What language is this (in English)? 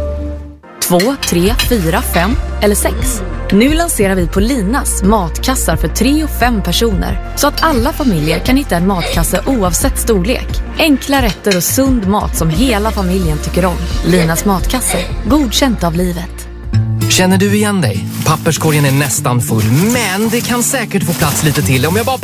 Swedish